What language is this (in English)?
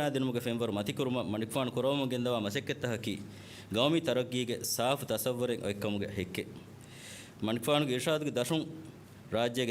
Divehi